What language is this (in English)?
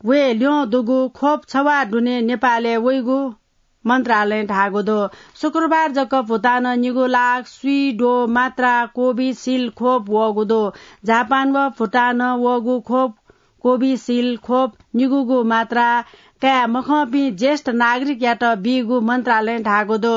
Newari